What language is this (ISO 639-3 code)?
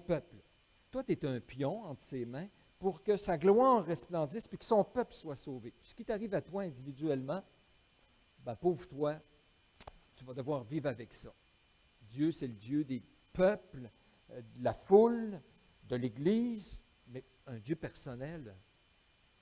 fra